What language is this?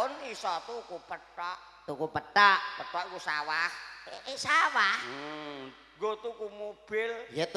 Javanese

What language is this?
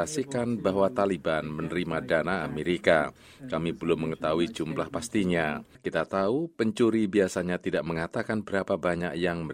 Indonesian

